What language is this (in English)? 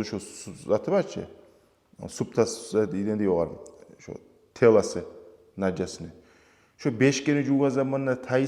Kumyk